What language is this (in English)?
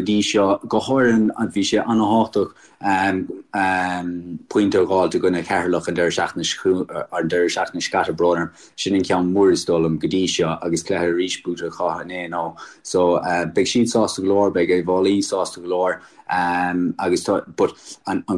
Irish